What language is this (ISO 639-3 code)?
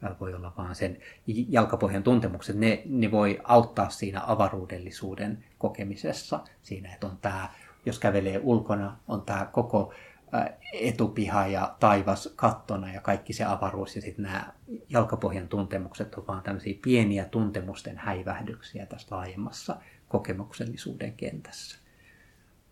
fin